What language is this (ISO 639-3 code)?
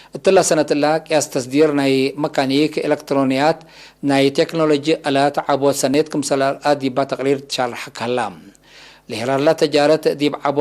tig